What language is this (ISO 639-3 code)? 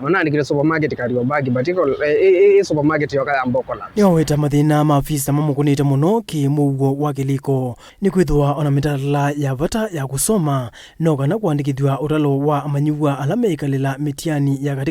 kam